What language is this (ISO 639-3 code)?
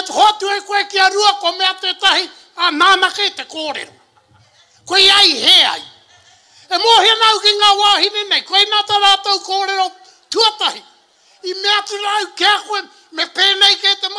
mri